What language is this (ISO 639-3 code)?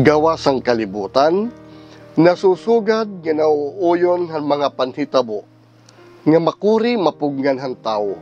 war